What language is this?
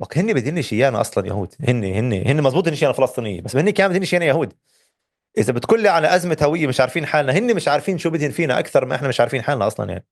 North Levantine Arabic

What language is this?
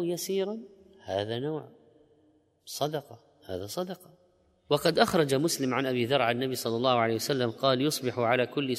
Arabic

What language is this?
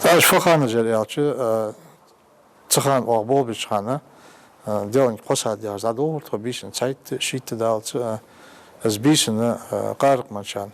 Ingush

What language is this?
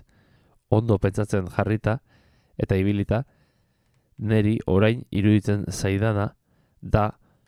Basque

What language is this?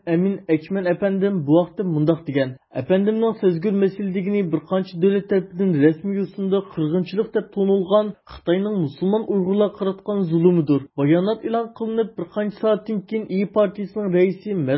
Uyghur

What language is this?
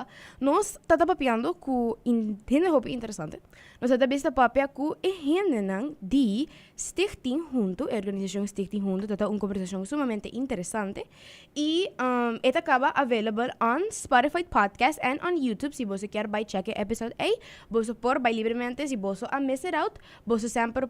Papiamento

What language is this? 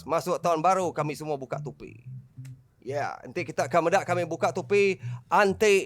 Iban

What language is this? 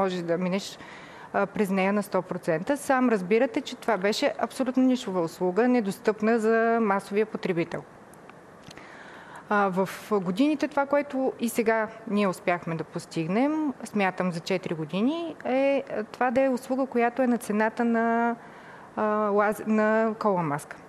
Bulgarian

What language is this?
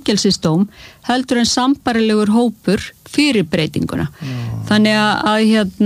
Icelandic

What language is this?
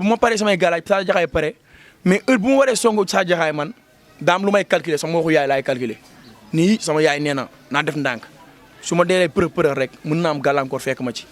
Wolof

